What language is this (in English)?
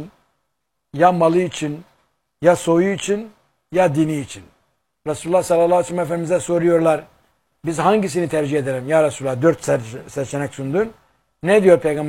Turkish